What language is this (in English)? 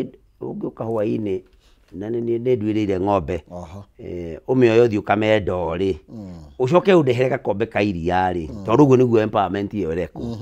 Kikuyu